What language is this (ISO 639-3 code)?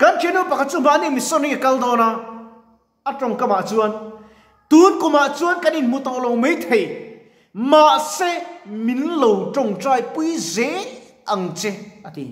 lus